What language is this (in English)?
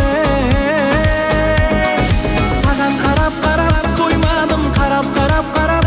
Kara-Kalpak